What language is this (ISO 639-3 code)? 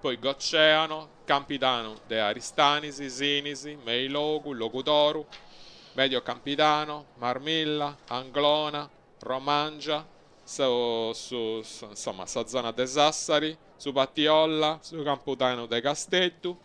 srd